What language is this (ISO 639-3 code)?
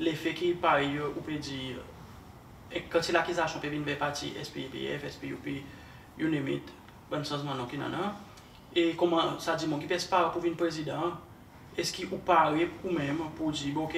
crs